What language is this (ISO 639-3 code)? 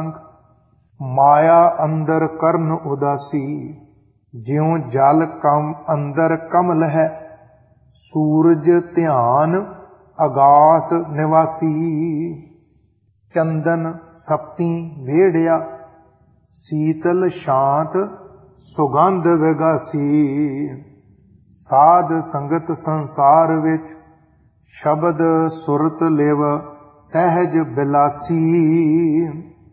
pan